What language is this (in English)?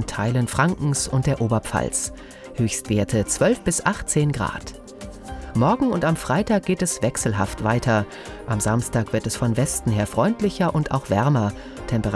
German